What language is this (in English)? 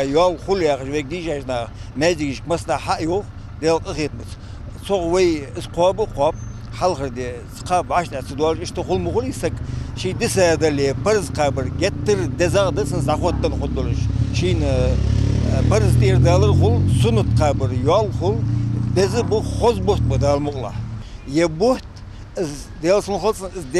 Ingush